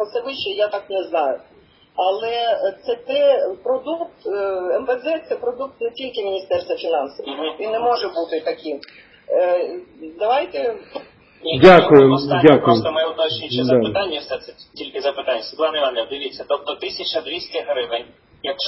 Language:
Ukrainian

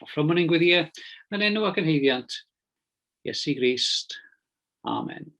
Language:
Welsh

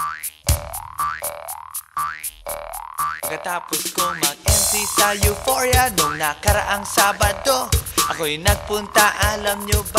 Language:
Filipino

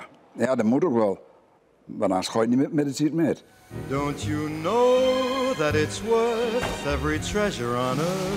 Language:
Western Frisian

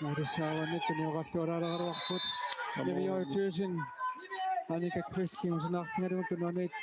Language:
Kalaallisut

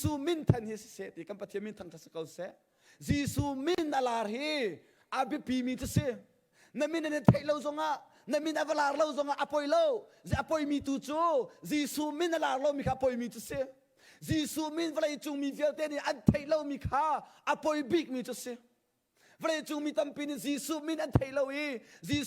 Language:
Hakha Chin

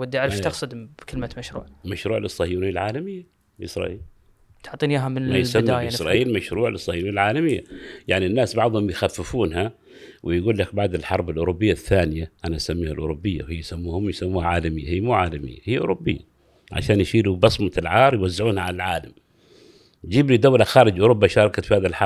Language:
Gulf Arabic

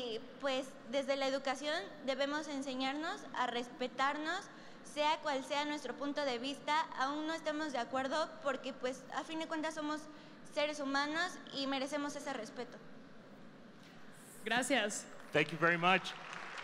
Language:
Spanish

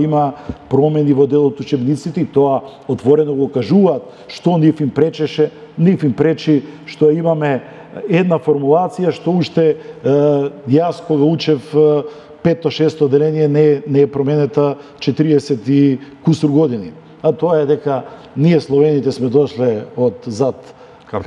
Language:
Macedonian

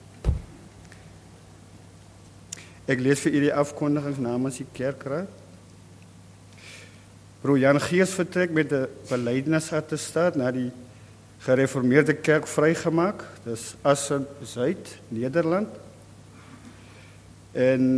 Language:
Afrikaans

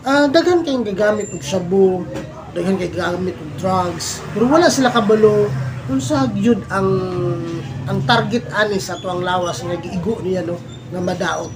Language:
Cebuano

